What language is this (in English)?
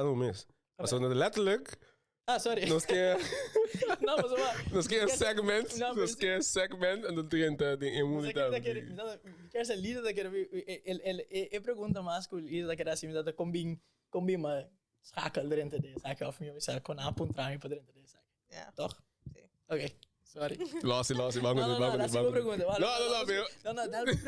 Papiamento